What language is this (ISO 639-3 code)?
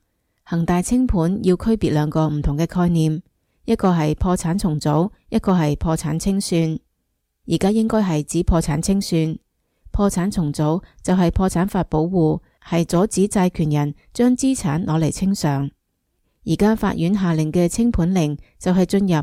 yue